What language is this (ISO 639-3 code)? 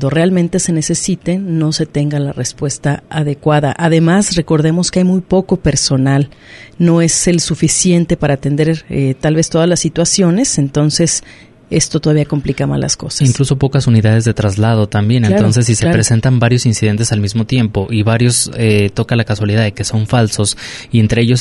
spa